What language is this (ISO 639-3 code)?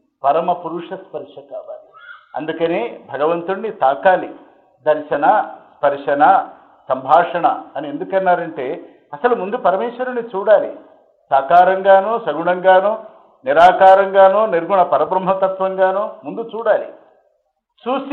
tel